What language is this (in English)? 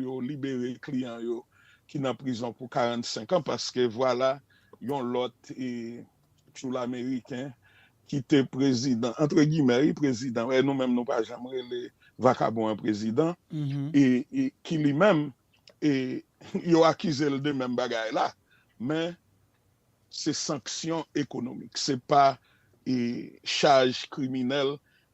Haitian Creole